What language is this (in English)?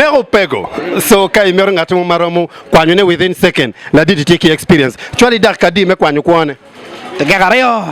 Acoli